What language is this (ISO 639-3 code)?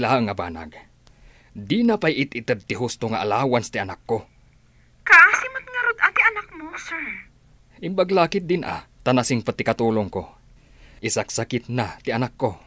ilo